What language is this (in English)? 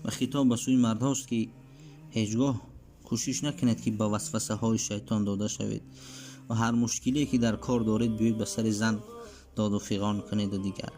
Tajik